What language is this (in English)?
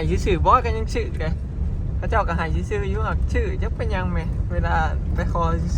Northeastern Thai